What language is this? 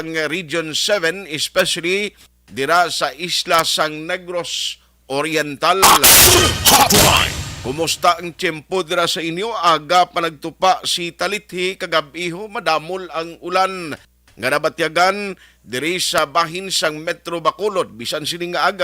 Hiligaynon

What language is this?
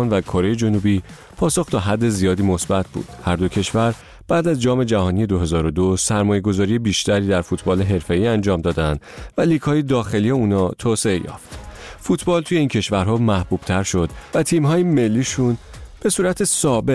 Persian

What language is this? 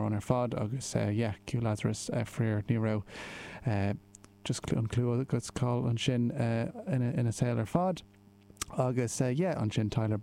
Irish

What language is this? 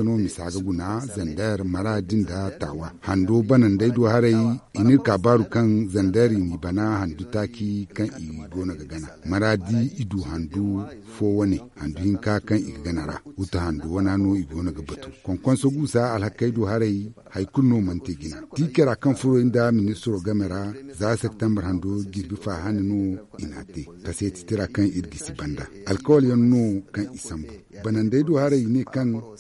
Zarma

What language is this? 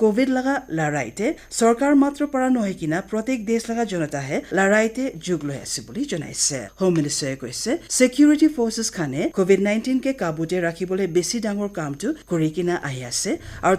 Naga Pidgin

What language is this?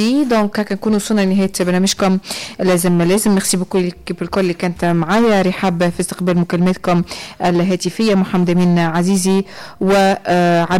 Tunisian Arabic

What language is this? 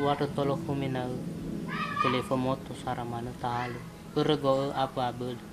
Nias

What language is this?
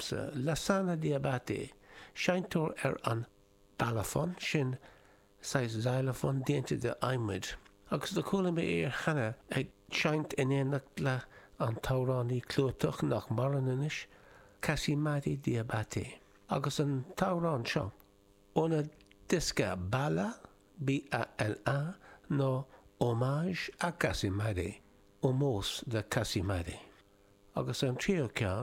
Irish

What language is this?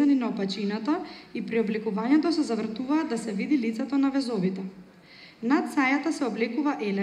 Macedonian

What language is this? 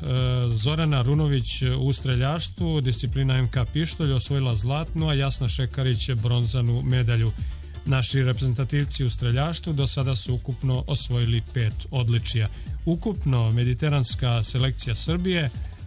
Serbian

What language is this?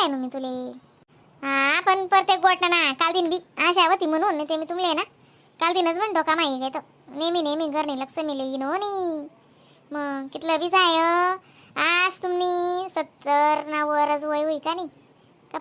Khandesi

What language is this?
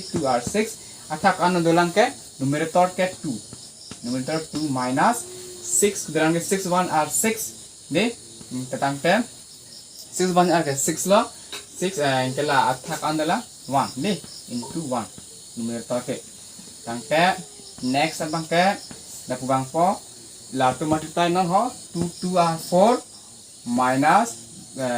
Karbi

